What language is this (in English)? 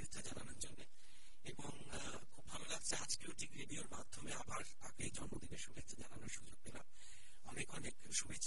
Bangla